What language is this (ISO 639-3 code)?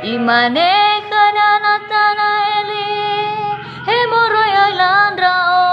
nia